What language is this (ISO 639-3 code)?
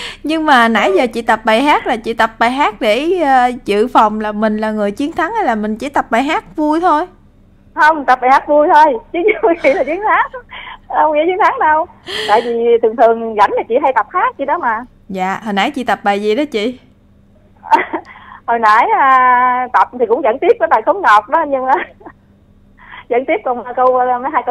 vie